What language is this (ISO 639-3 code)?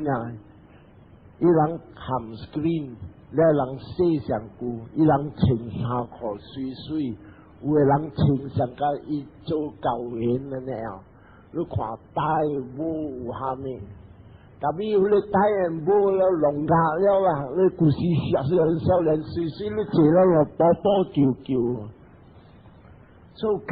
nan